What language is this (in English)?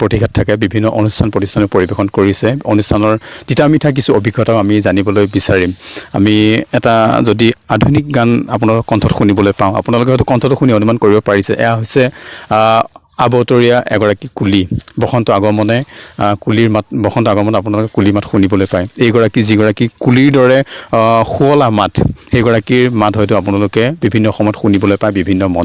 Assamese